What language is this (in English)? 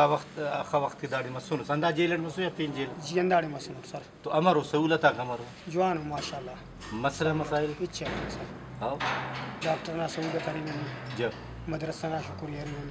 Brahui